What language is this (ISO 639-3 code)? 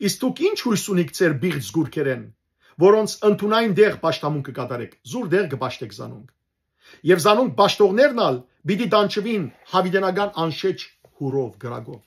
hyw